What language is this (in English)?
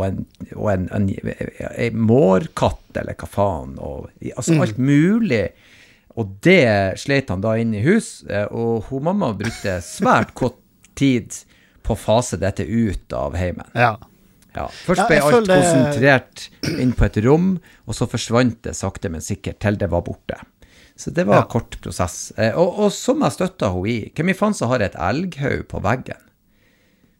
Norwegian